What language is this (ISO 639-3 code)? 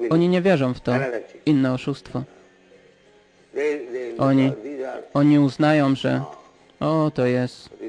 pol